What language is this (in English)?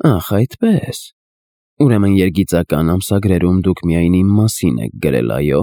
Armenian